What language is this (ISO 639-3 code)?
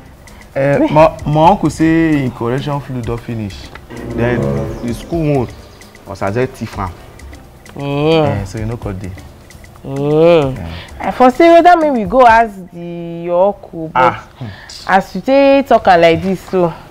pcm